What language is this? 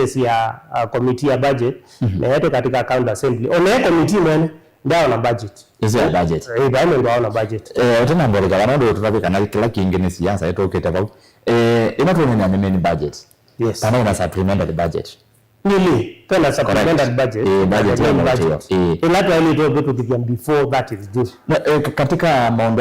Kamba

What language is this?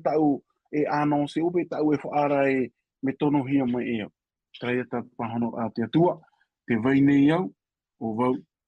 Tahitian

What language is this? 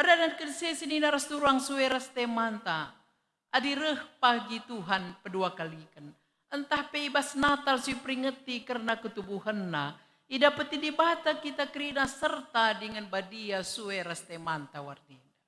Batak Karo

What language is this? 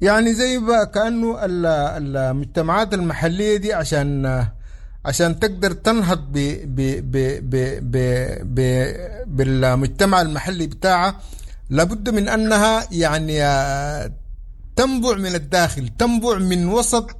Sudanese Arabic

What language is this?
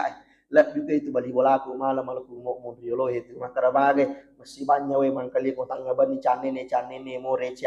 Buginese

